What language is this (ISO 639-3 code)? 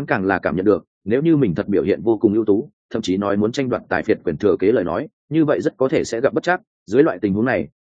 vie